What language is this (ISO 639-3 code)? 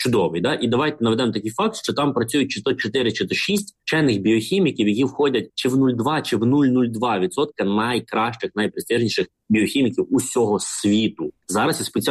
ukr